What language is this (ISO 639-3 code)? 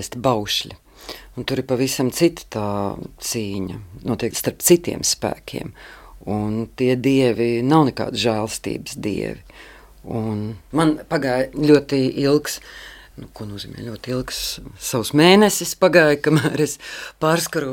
lav